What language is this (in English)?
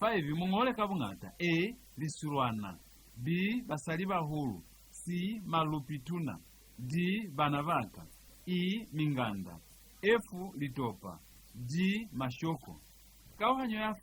Lozi